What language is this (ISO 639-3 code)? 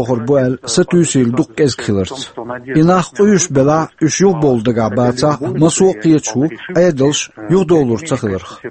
che